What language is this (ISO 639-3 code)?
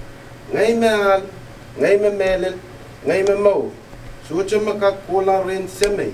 pon